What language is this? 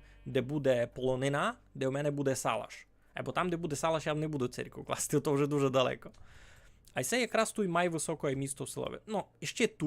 Rusyn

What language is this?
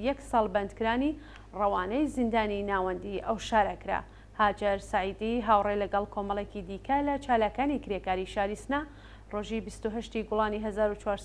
Central Kurdish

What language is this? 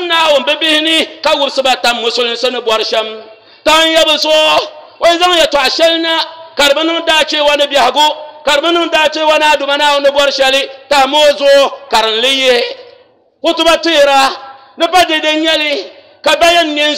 Dagbani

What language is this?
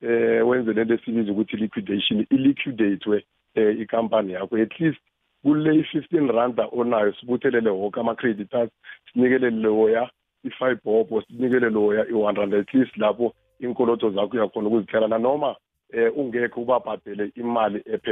South Ndebele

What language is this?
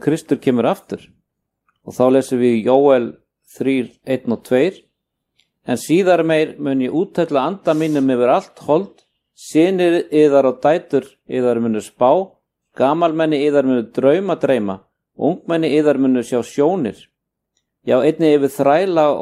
Icelandic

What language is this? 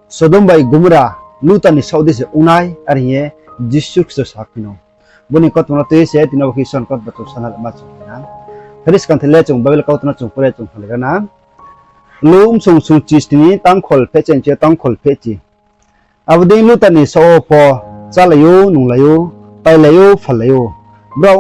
Riang (India)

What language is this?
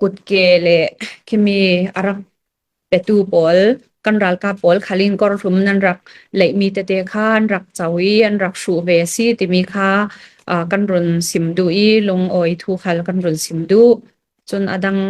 Hakha Chin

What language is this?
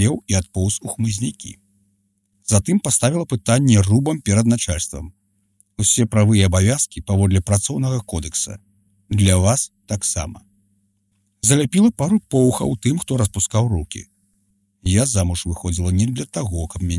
Belarusian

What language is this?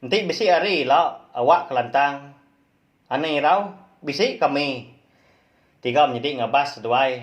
Iban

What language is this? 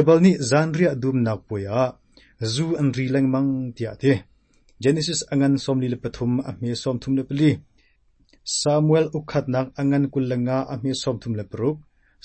Hakha Chin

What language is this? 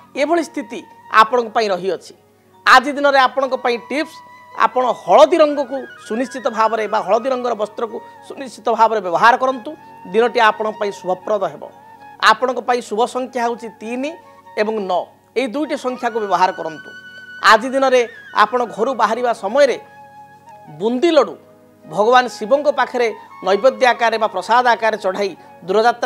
Odia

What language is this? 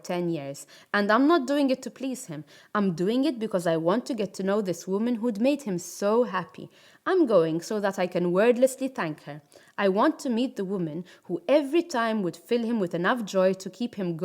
English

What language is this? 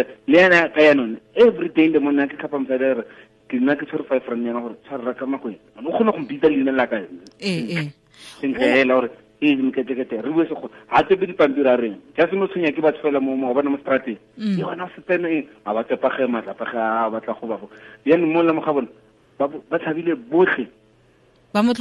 Tswana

